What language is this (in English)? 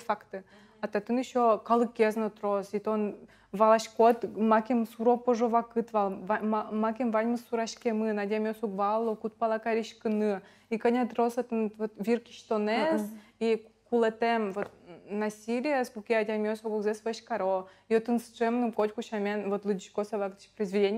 Udmurt